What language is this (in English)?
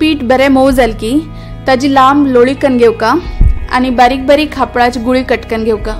Konkani